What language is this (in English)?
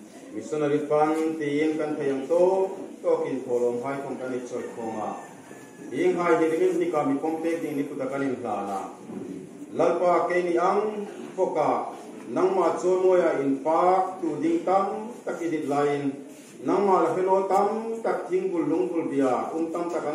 Hmar